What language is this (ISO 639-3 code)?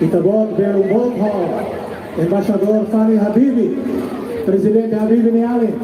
tet